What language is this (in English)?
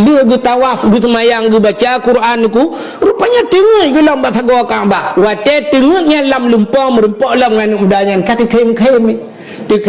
Achinese